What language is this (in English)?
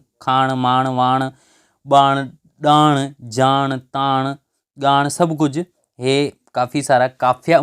Sindhi